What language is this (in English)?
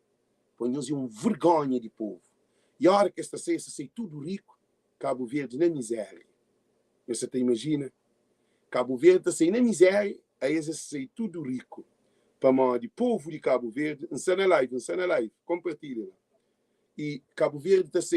Kabuverdianu